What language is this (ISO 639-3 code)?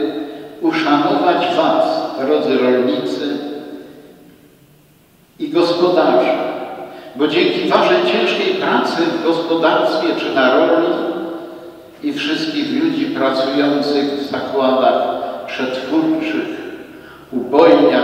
pol